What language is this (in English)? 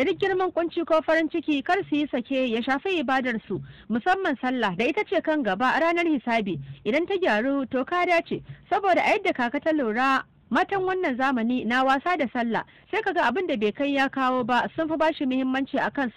Hausa